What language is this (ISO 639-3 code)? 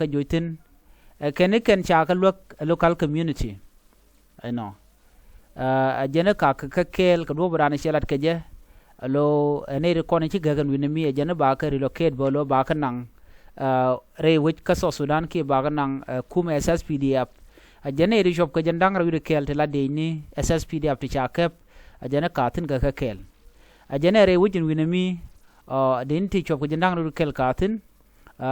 nus